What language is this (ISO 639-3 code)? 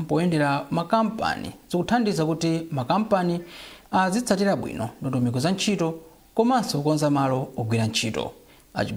nya